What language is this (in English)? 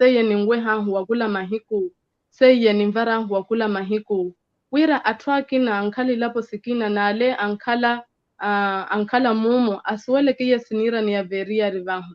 Makhuwa